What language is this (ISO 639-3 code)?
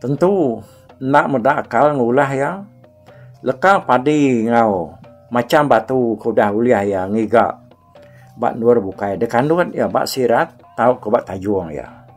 iba